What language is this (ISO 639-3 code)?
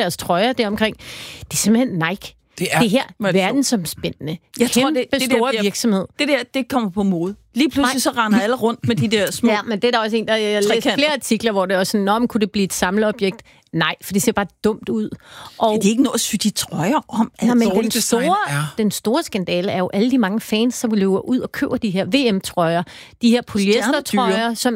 dan